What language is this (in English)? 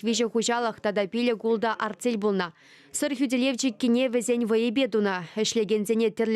Chuvash